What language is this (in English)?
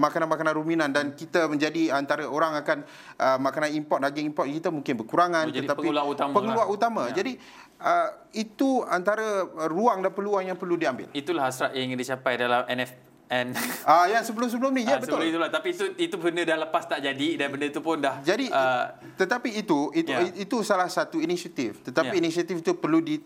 Malay